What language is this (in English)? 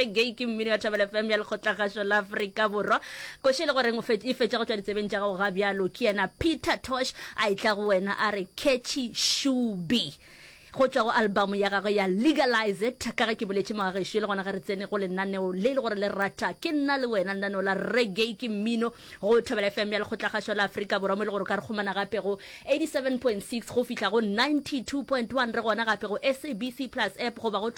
Northern Sotho